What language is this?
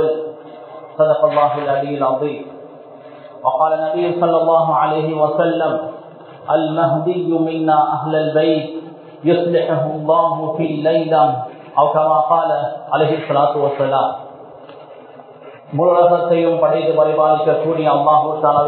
Tamil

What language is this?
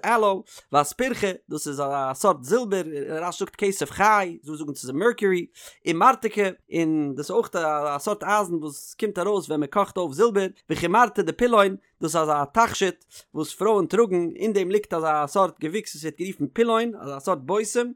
Yiddish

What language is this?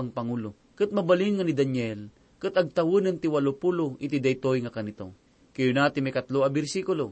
Iloko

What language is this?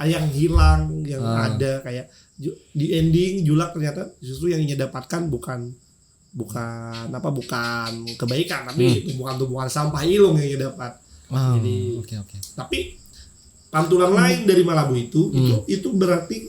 Banjar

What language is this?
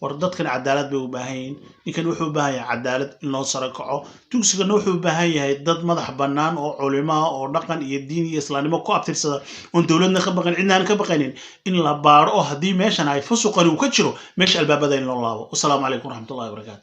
Somali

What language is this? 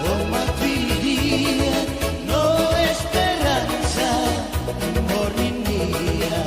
Tetum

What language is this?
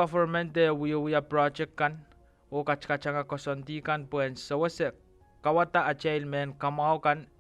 Pohnpeian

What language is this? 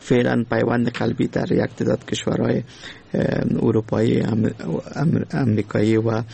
Persian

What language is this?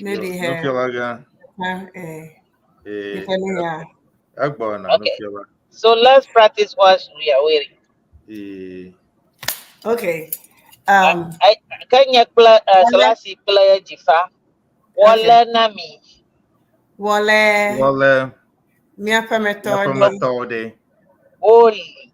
Ewe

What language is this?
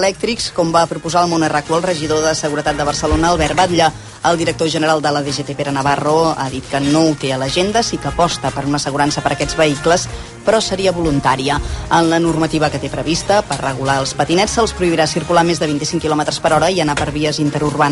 Catalan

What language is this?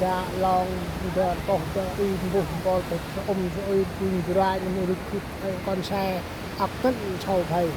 Central Mnong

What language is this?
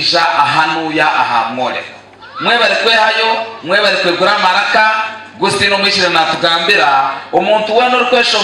Nyankole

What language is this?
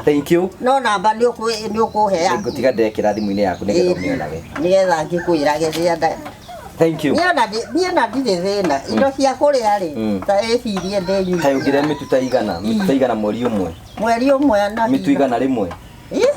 Kikuyu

